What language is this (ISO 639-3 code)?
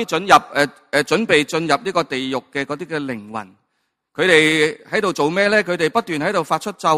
yue